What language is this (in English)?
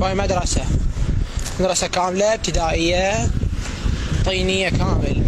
Mesopotamian Arabic